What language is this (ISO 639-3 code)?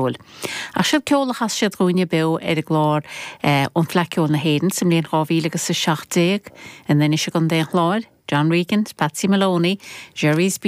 gle